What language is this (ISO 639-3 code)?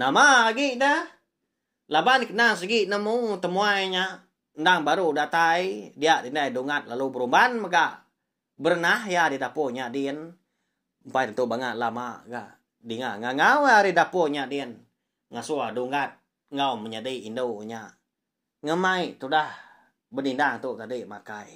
iba